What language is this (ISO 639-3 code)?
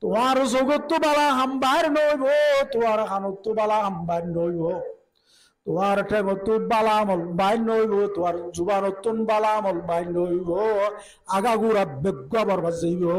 rhg